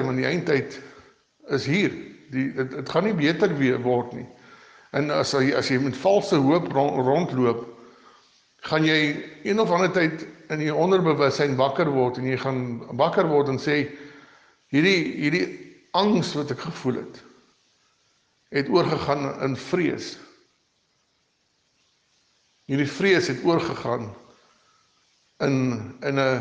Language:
Afrikaans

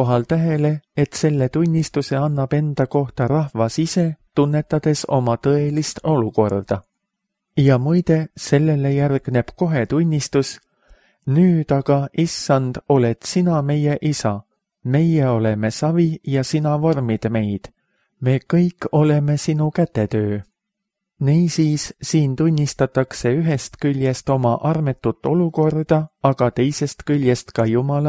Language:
Estonian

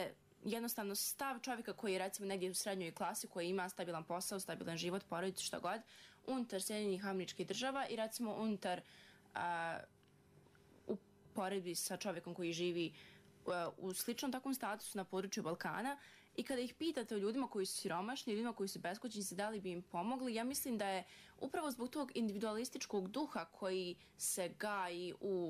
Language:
Bosnian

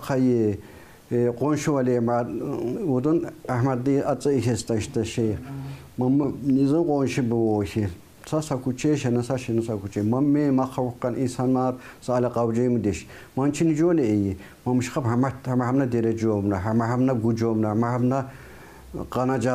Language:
Tsakhur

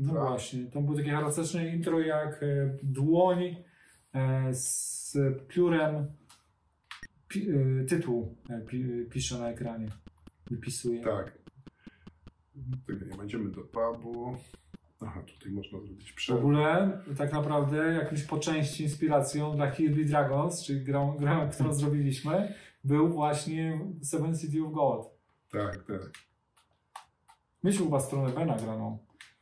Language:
Polish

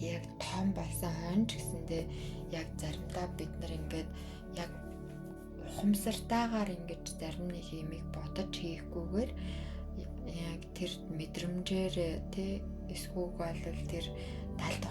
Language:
Mongolian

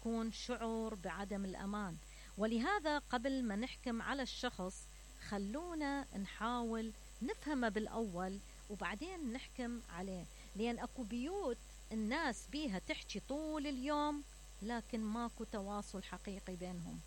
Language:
Mesopotamian Arabic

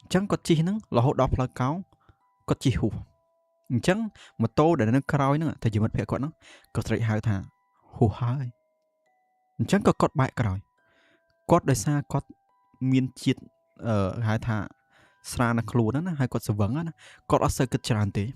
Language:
Khmer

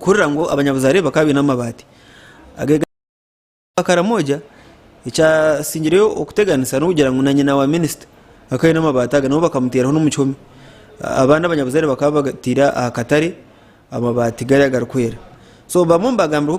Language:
Nyankole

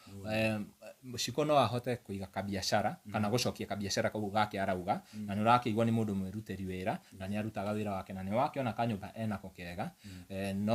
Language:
Kikuyu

